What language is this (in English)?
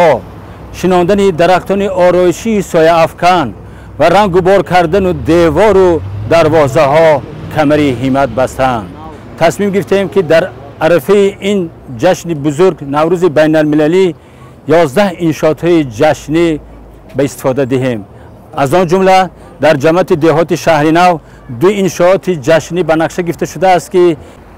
Tajik